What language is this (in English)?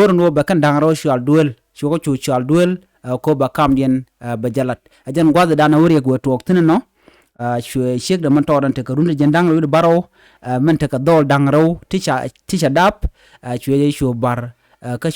Nuer